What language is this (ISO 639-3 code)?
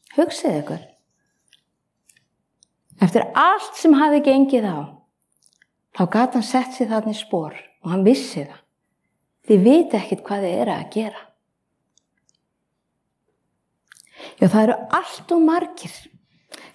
isl